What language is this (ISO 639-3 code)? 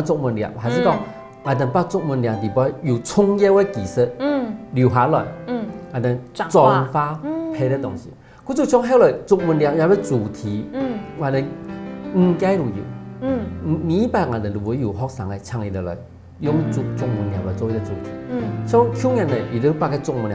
hak